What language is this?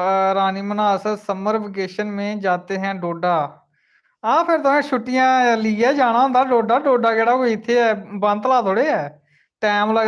Dogri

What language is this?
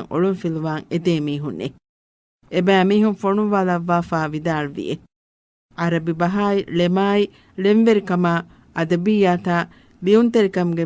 Divehi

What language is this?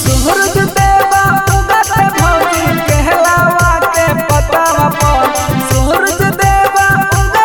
Bhojpuri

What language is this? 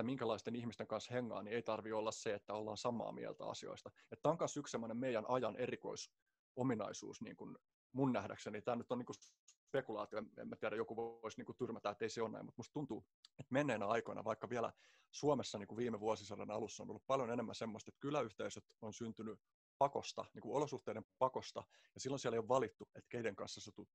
Finnish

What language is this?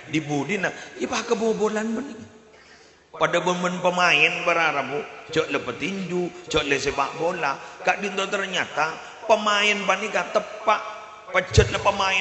Madurese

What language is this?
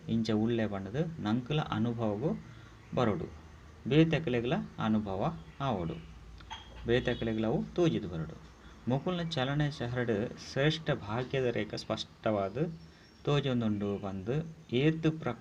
Tulu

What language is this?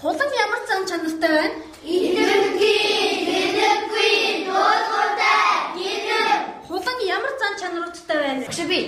Mongolian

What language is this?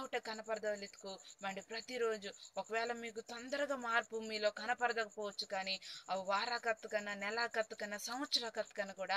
Koya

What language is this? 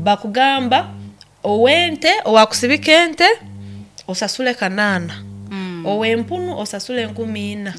Nyoro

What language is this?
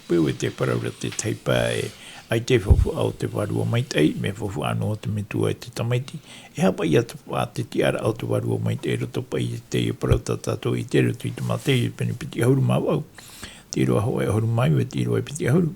Tahitian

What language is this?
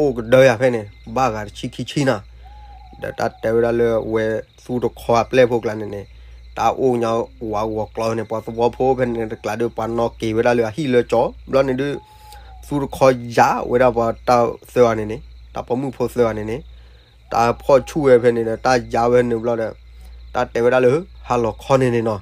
S'gaw Karen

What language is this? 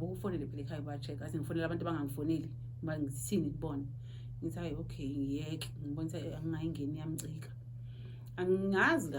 Zulu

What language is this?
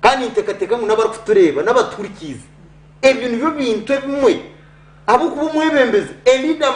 Nyankole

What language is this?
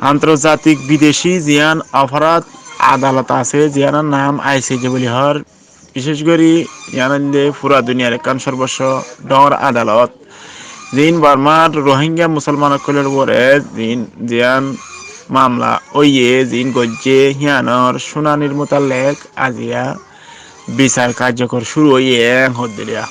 Rohingya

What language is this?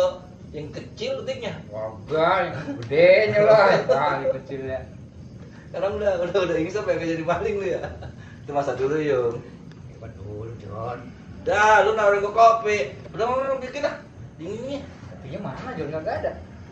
Betawi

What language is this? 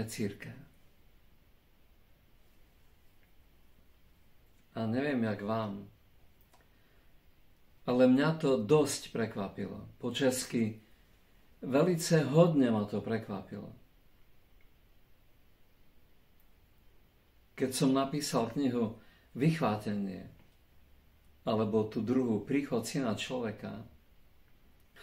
Slovak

